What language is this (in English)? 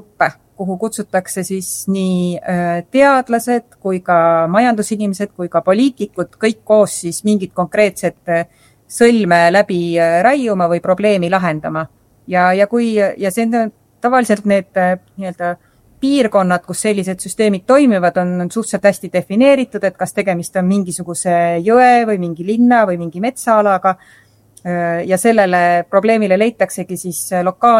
Estonian